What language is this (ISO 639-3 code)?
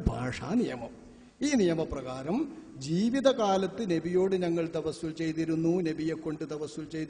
mal